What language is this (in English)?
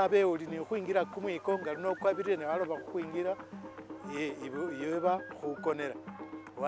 Masaaba